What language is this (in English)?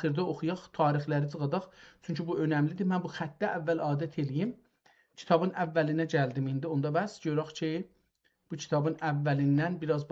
South Azerbaijani